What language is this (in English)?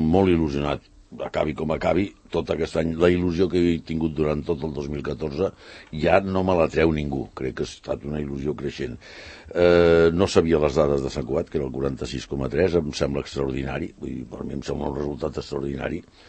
Catalan